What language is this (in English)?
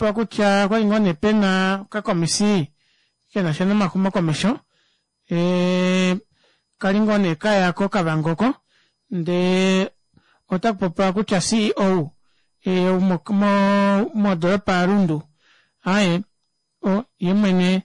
Kuanyama